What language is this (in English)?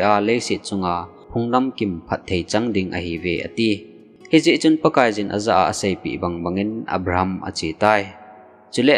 Thado Chin